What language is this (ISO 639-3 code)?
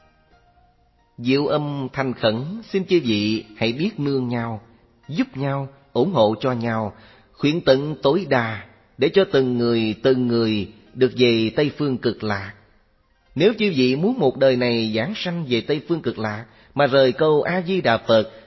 vie